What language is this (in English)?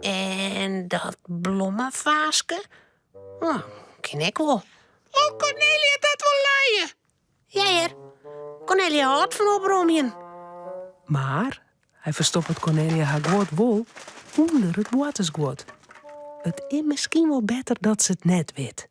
Western Frisian